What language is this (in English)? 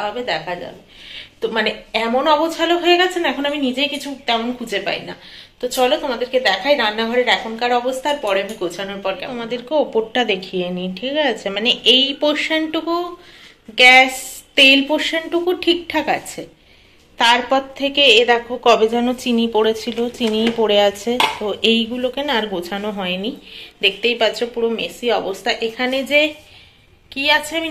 Bangla